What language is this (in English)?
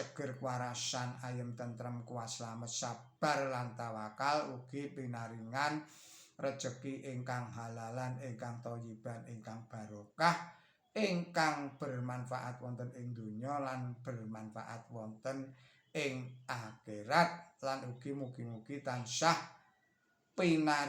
Javanese